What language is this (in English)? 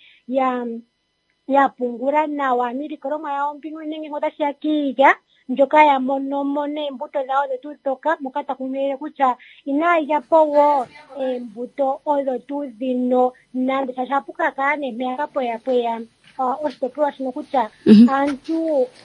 Kuanyama